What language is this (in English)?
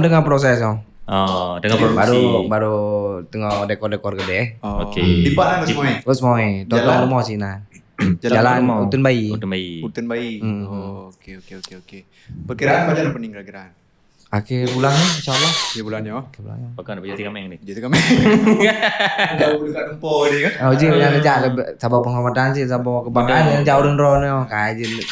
Achinese